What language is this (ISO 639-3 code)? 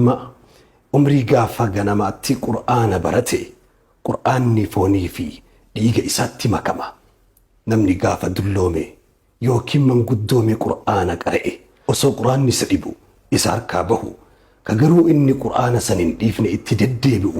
orm